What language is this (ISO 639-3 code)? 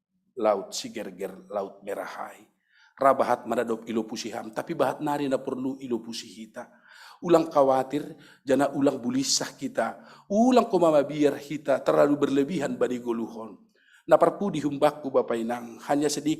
bts